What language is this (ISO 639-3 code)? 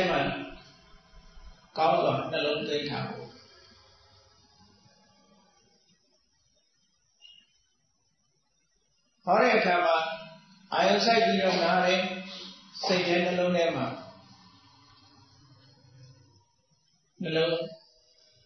mya